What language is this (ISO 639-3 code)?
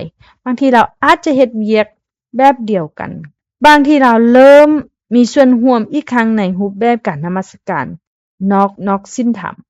lao